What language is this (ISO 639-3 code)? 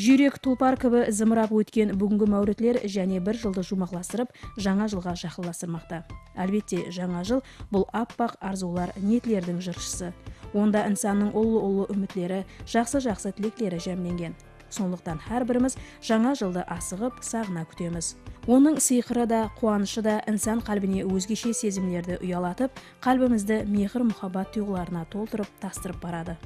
kaa